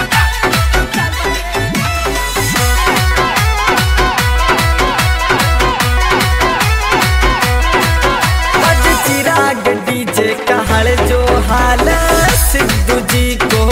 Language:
Bhojpuri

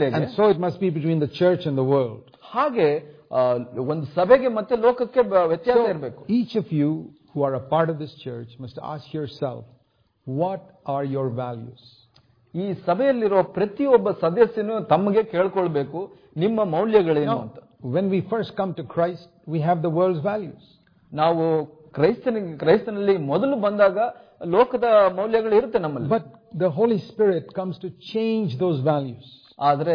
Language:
Kannada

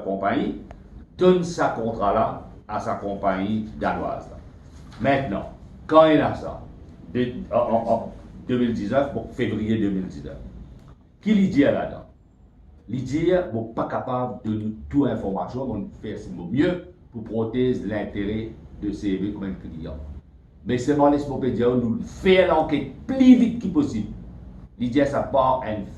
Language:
Morisyen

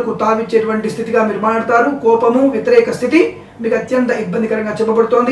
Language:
Telugu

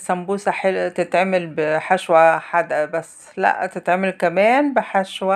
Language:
Egyptian Arabic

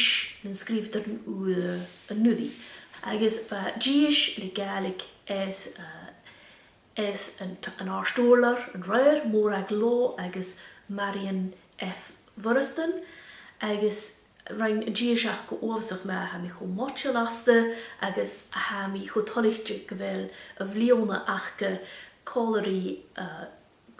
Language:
Scottish Gaelic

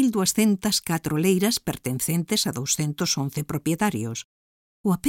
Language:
Galician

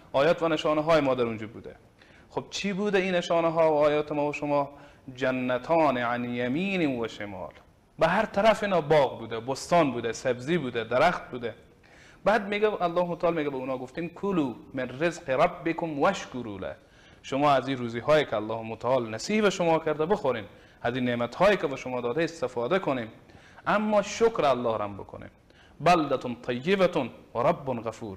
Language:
Persian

